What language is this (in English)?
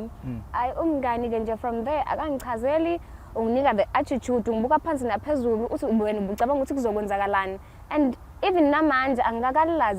Zulu